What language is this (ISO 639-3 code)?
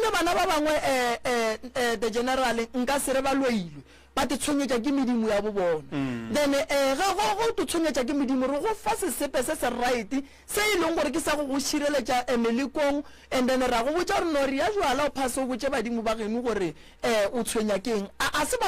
nso